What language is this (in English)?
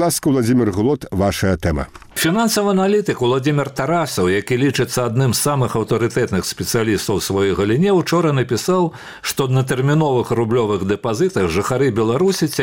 Belarusian